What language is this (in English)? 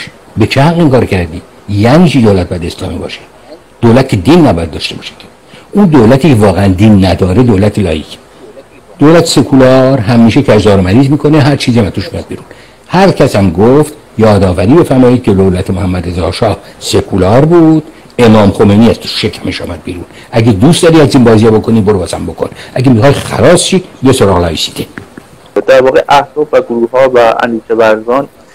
Persian